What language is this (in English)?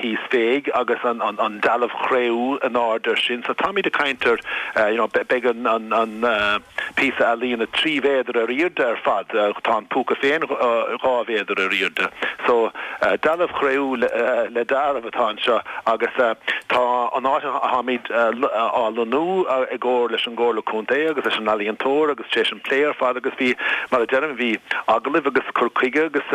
Irish